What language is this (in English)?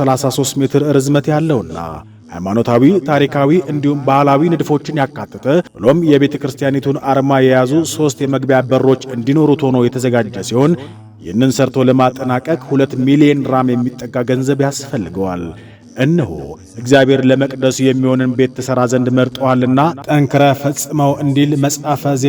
Amharic